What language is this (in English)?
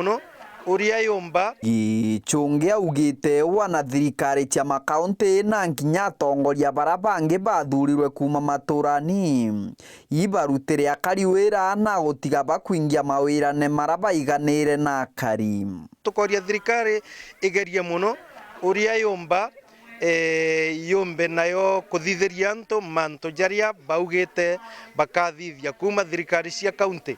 Meru